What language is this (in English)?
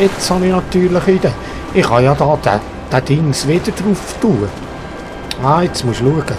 Swiss German